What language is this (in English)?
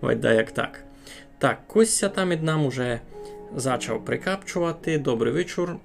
Rusyn